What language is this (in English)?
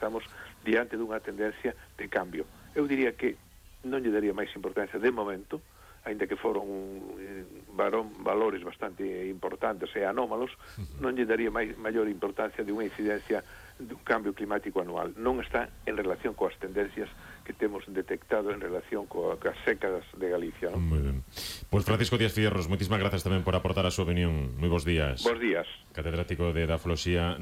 Galician